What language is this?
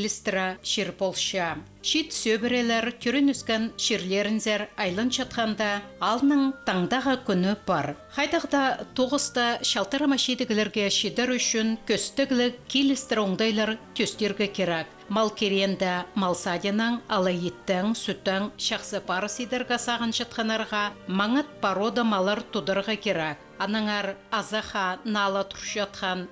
Khakas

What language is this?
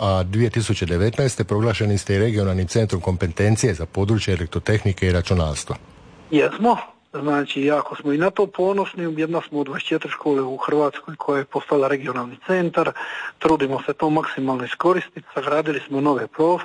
Croatian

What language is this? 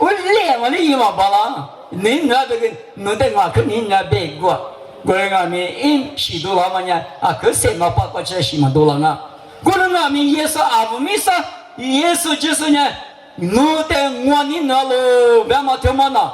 Lisu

